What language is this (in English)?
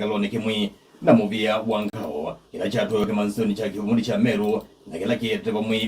Kamba